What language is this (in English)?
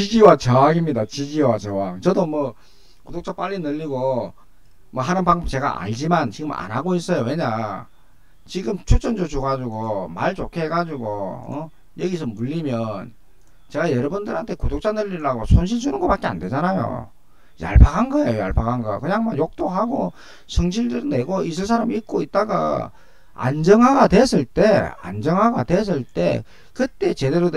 Korean